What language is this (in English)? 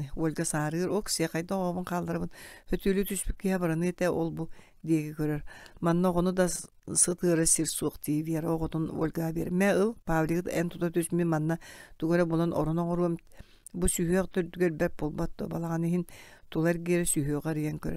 Yakut